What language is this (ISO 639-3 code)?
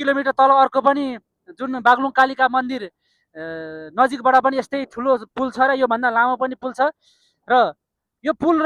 nep